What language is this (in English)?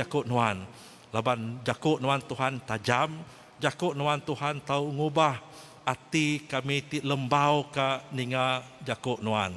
Iban